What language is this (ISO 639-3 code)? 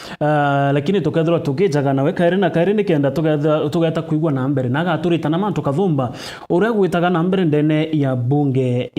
mer